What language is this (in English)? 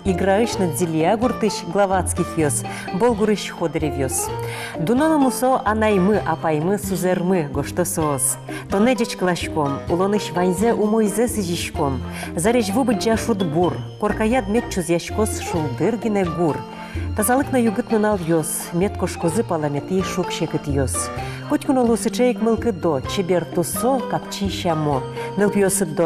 Udmurt